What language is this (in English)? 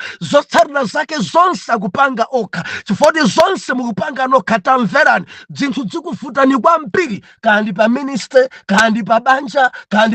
Nyanja